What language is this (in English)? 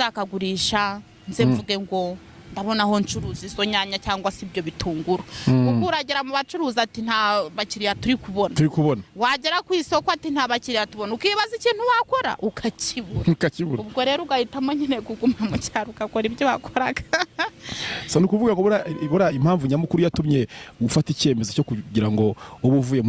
Kinyarwanda